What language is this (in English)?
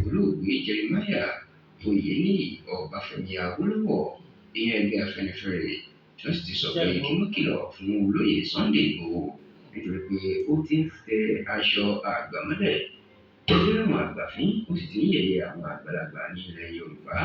Yoruba